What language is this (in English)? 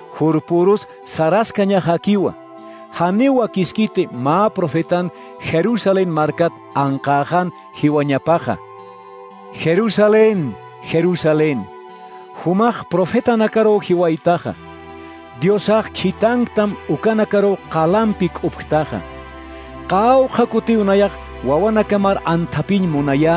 Aymara